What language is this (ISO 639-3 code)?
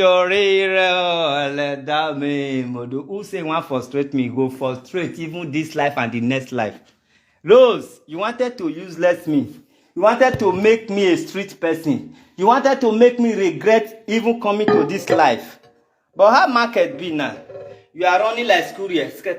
pcm